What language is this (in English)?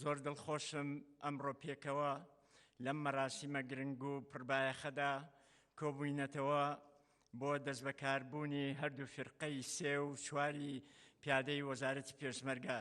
Central Kurdish